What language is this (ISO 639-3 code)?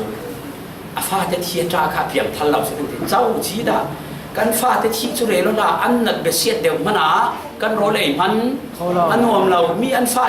cfm